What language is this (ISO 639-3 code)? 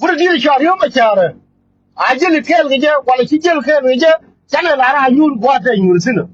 nus